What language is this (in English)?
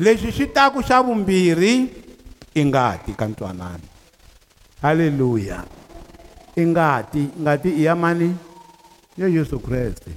Tsonga